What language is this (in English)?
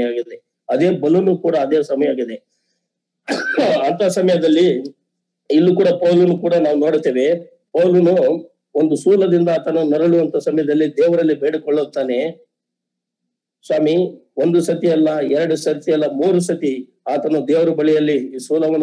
Kannada